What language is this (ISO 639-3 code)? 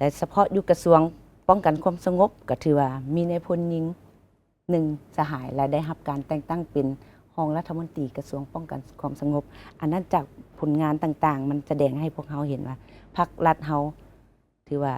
lao